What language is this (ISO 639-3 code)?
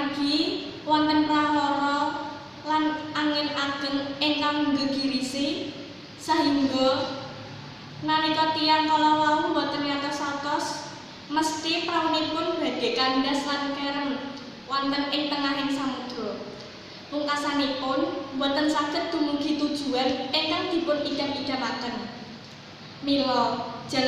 jav